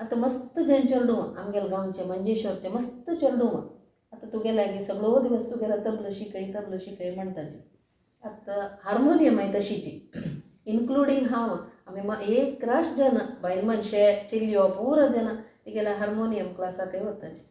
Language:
Konkani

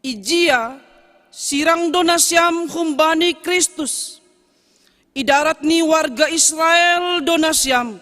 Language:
Batak Simalungun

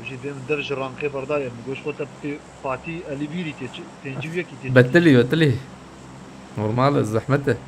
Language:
Kurdish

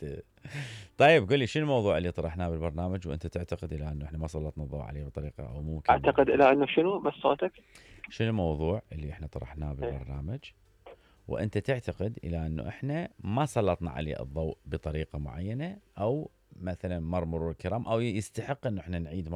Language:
Mesopotamian Arabic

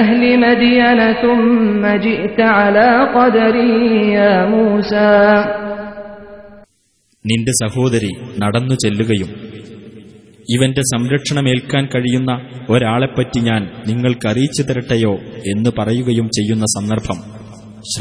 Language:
Malayalam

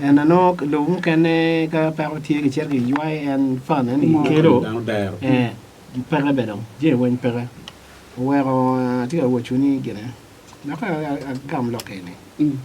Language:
Acoli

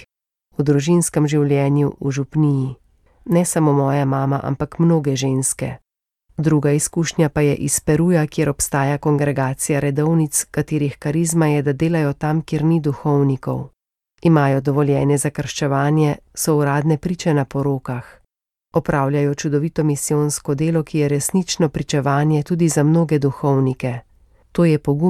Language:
Slovenian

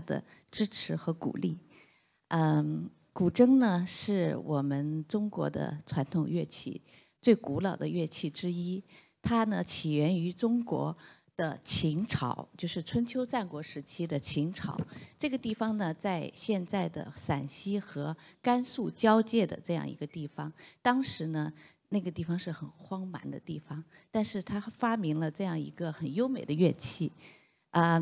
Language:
Chinese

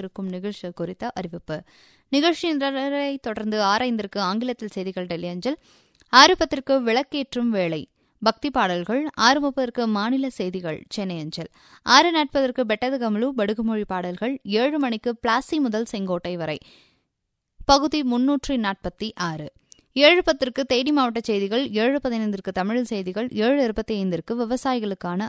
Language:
Tamil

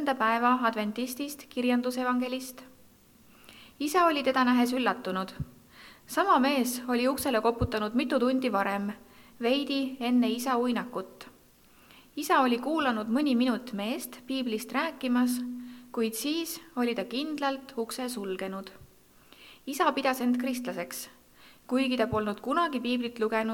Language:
Estonian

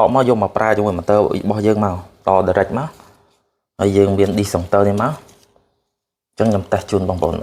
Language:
Khmer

